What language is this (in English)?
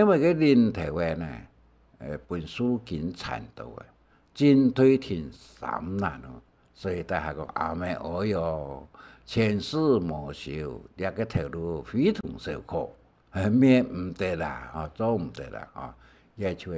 Hakka Chinese